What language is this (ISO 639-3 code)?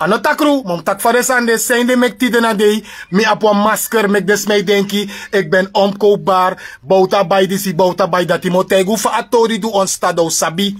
srn